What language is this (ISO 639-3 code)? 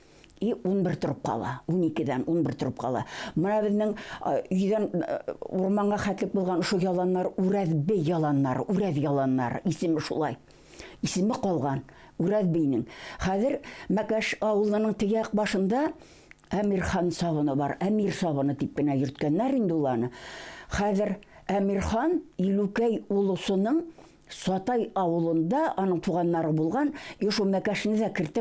bak